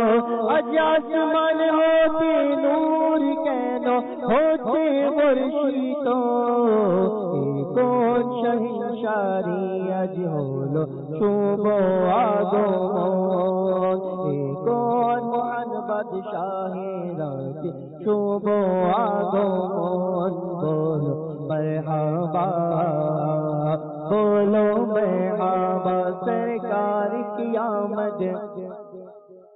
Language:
Bangla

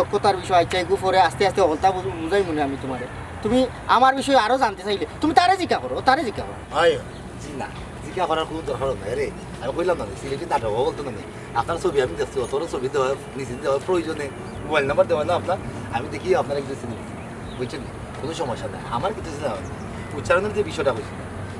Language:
Sylheti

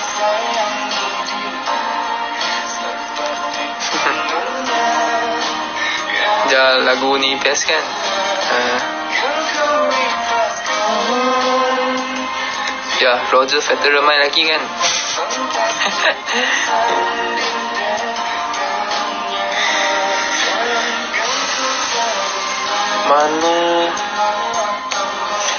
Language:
Malay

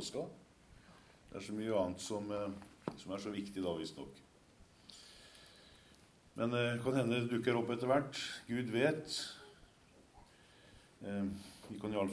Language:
Norwegian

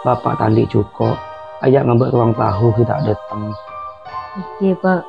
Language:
Madurese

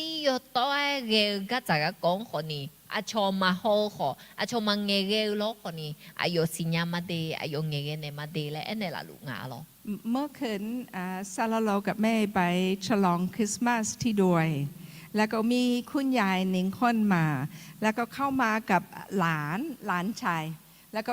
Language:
Akha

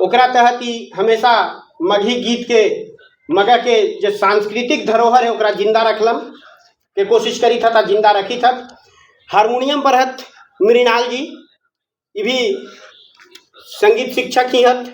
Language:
Magahi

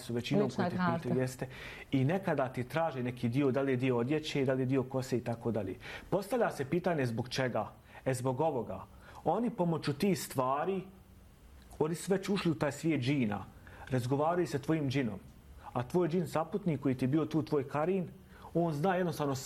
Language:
Bosnian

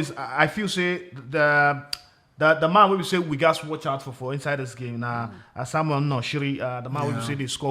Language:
Nigerian Pidgin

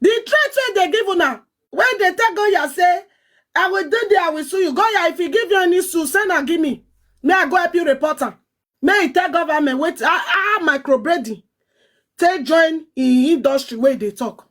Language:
Nigerian Pidgin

